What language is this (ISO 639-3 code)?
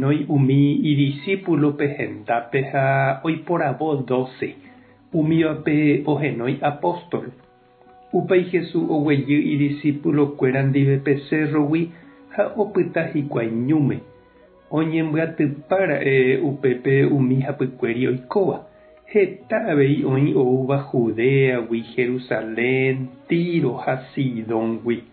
grn